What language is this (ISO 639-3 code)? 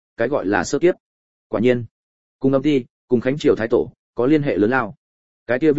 vie